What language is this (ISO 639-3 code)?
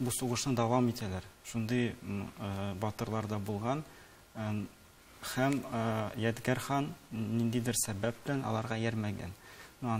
tat